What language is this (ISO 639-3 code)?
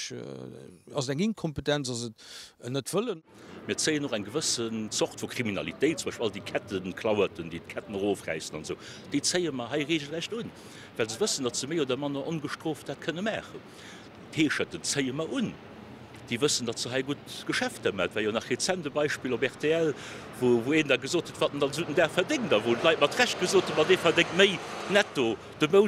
ltz